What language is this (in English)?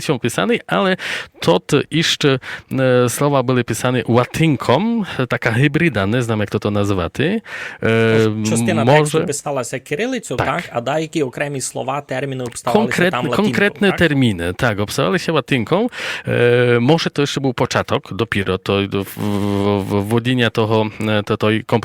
Rusyn